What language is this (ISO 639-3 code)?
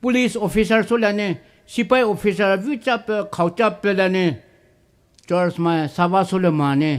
pmx